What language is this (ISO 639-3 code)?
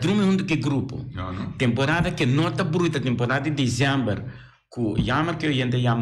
pap